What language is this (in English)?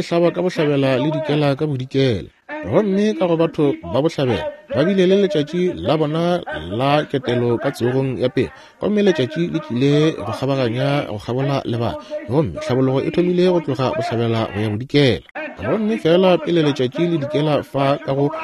Northern Sotho